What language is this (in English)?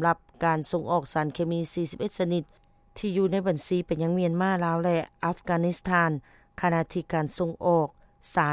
Lao